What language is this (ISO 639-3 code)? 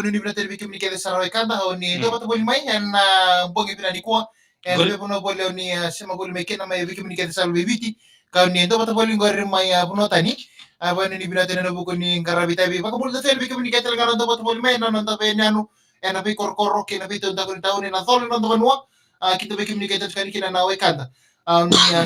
fij